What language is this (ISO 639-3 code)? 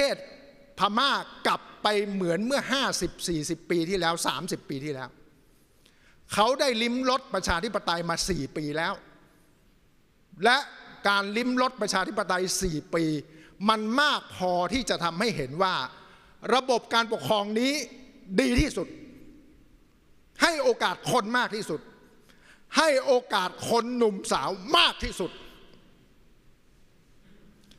tha